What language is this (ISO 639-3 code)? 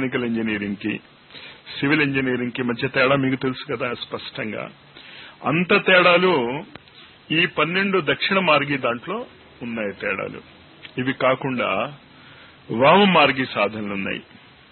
tel